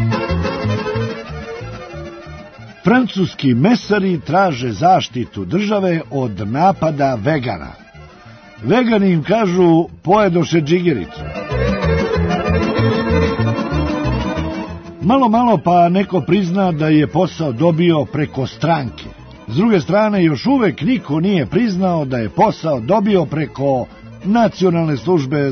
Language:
Serbian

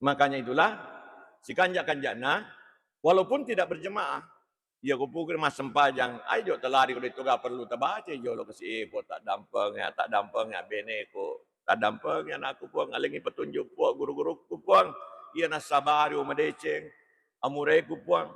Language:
Buginese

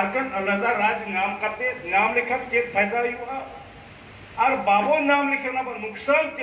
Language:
Santali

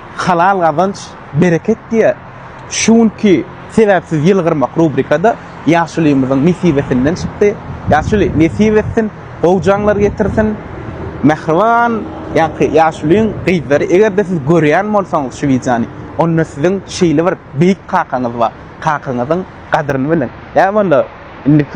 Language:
Turkmen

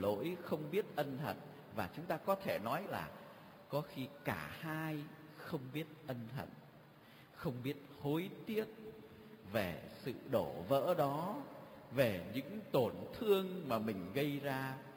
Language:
Vietnamese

